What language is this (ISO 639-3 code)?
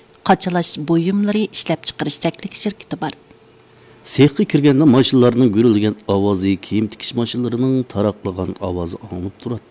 uig